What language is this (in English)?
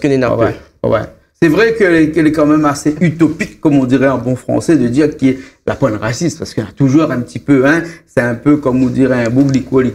Réunion Creole French